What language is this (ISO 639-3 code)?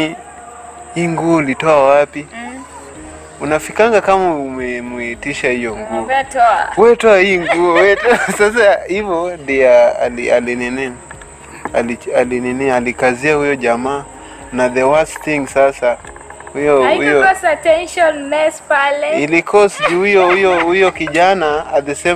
swa